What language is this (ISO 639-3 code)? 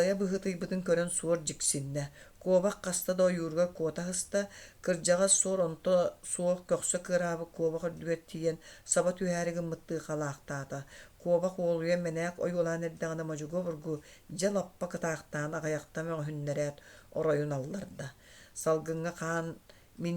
sah